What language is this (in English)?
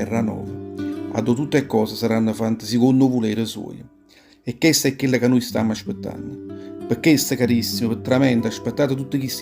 Neapolitan